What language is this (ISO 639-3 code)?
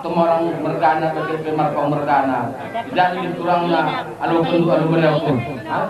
btx